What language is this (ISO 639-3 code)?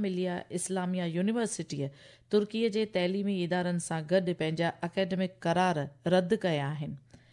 snd